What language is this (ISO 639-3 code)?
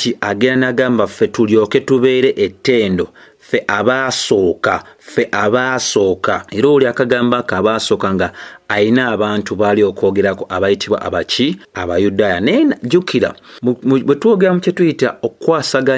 lug